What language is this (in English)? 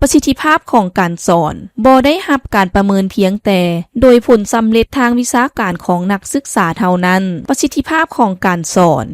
Lao